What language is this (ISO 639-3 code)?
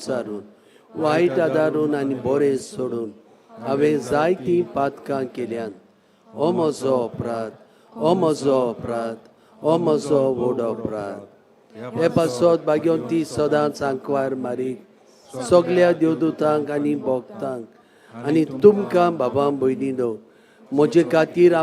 kok